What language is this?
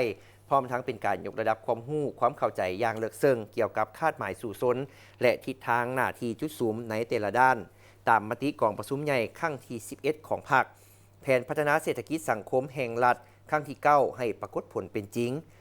Lao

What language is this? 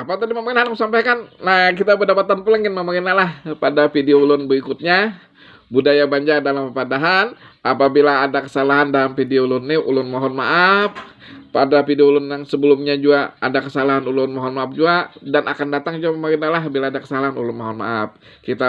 Banjar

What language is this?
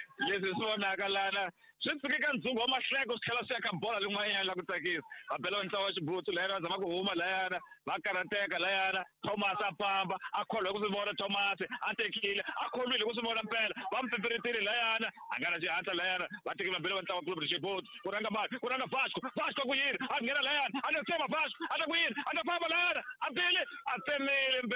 Tsonga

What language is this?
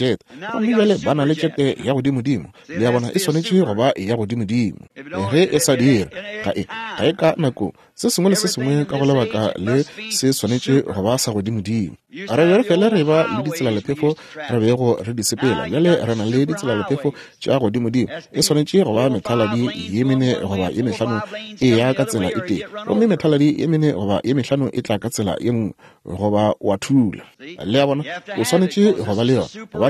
Northern Sotho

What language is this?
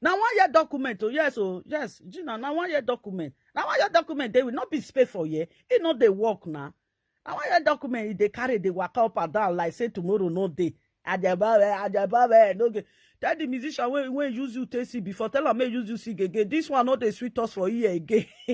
Nigerian Pidgin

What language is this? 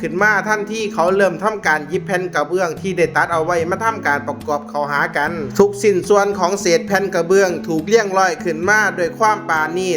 Lao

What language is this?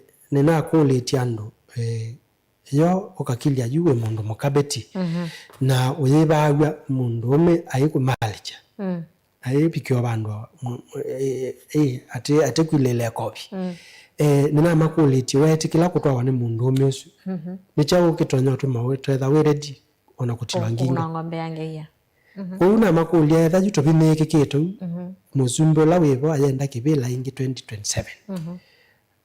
Kamba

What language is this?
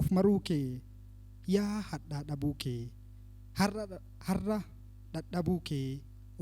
Oromo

